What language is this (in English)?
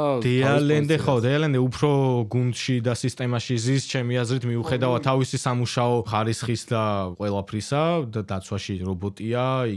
Georgian